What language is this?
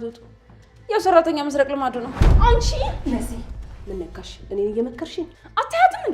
Amharic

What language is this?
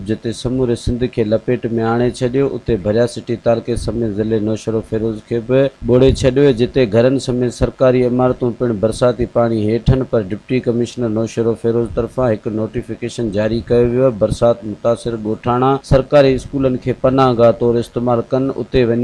Sindhi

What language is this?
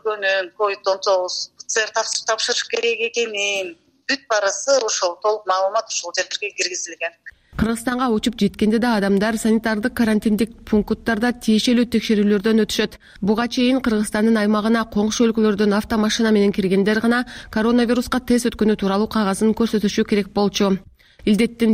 Kyrgyz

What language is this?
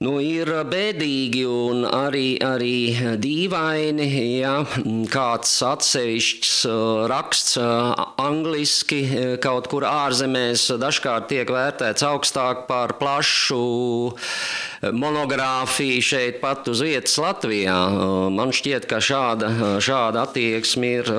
Latvian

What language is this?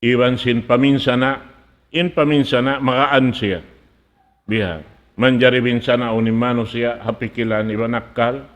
Tausug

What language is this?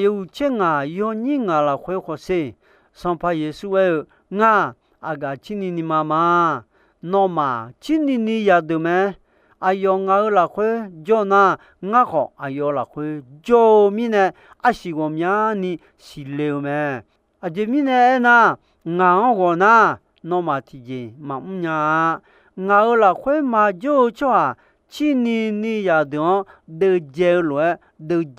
Akha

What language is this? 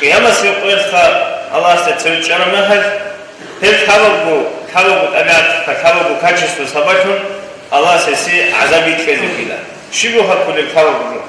Avaric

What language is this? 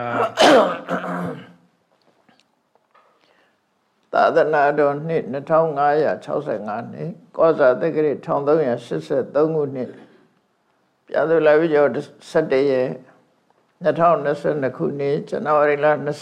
Burmese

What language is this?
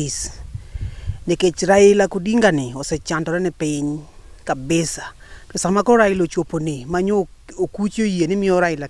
Luo (Kenya and Tanzania)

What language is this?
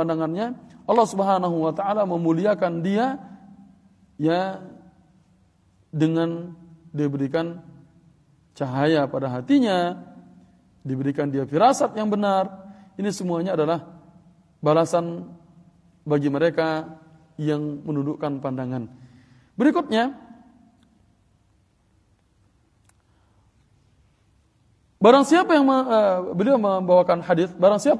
Indonesian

